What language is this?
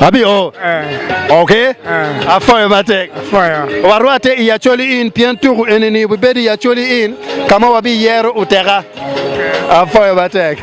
Acoli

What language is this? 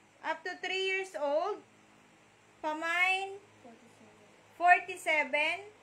Filipino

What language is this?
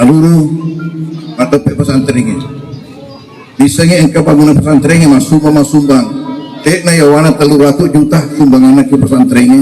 Buginese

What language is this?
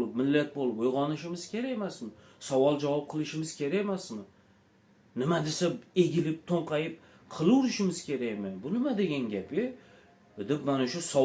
Uzbek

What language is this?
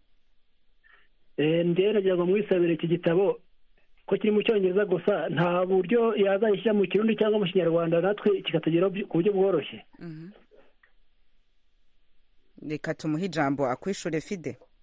Kinyarwanda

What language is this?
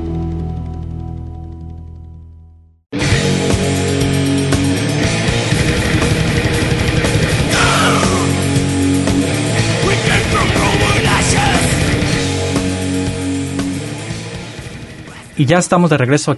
Spanish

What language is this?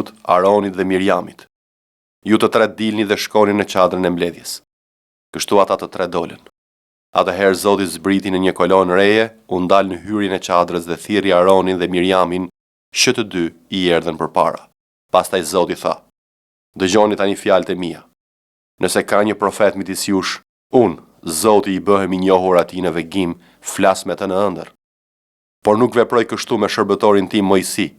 Albanian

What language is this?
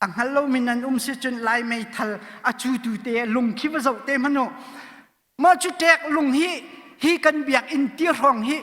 Hakha Chin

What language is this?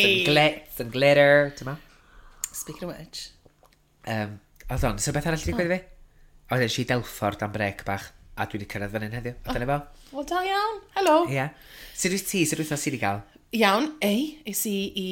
Welsh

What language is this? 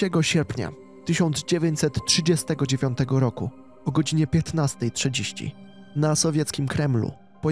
Polish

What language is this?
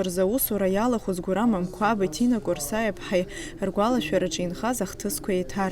Abkhazian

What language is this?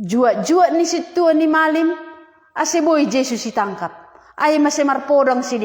Batak Simalungun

